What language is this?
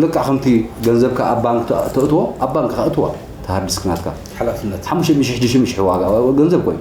Tigrinya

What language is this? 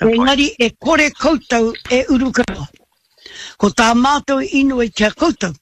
Māori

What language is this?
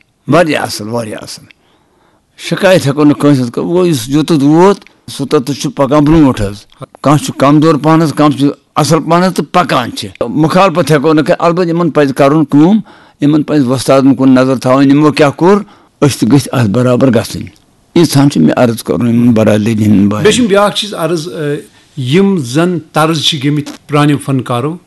Kashmiri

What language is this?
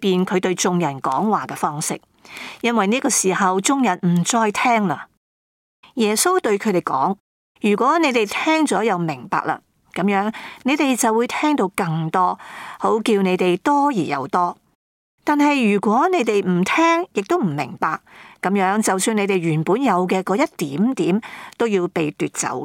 Cantonese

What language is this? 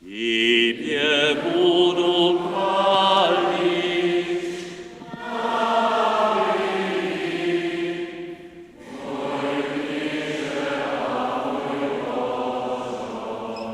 Upper Sorbian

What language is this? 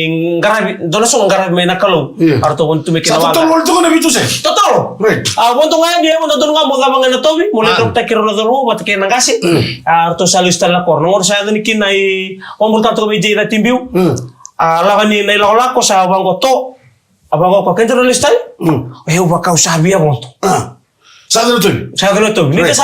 Fijian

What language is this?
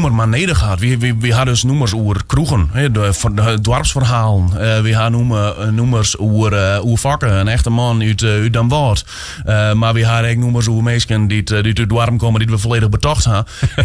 Western Frisian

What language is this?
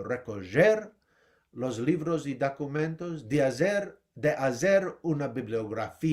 Ladino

